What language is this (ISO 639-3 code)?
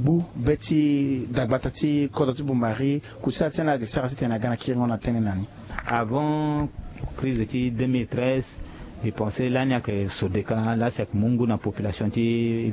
sag